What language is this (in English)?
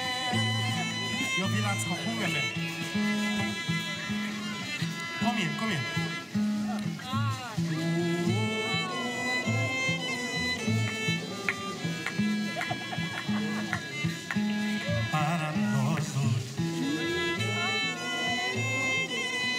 Swedish